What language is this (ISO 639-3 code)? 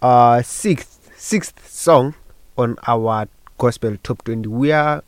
nso